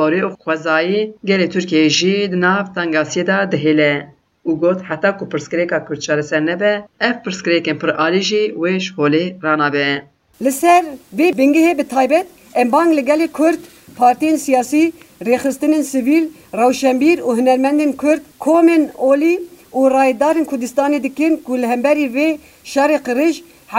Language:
Kurdish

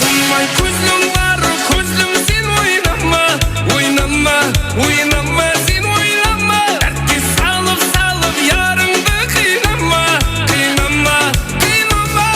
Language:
Kara-Kalpak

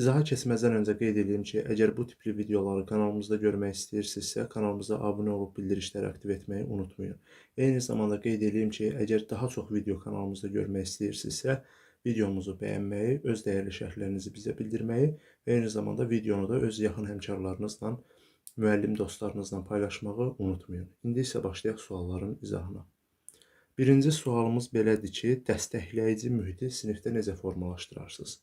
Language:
Azerbaijani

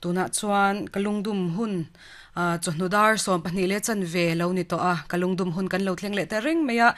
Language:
Mizo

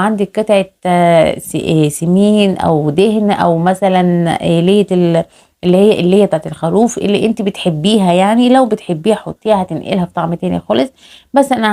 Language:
Egyptian Arabic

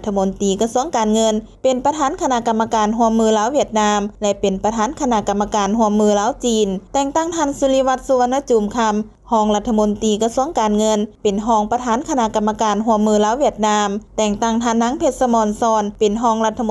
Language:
Lao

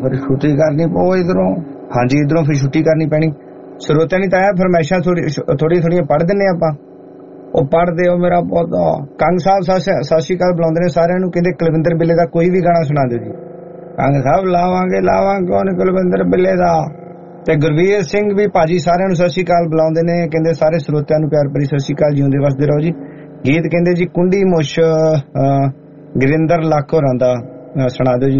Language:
Punjabi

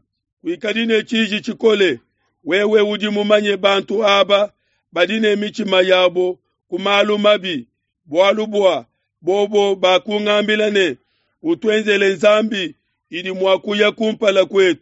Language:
Luba-Lulua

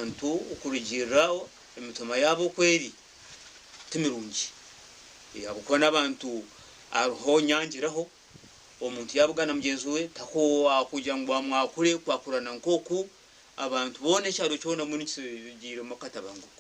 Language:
Nyankole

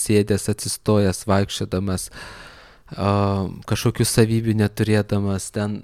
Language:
Lithuanian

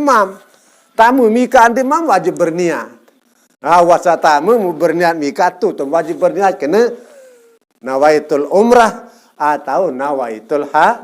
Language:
Sasak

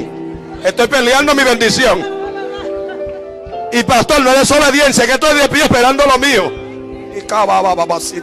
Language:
Spanish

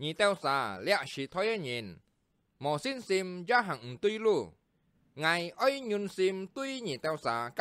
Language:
Hakka Chinese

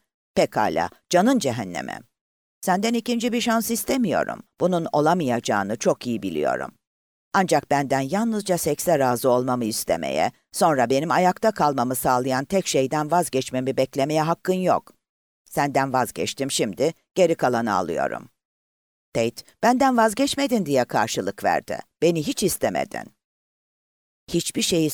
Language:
Turkish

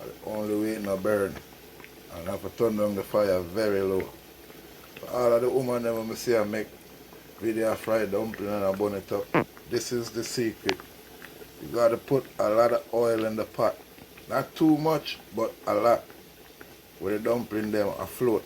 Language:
Jamaican Creole English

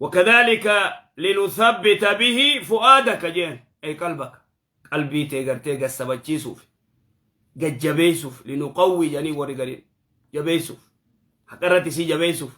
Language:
Oromo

